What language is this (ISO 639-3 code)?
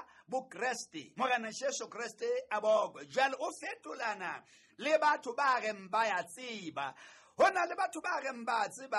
sot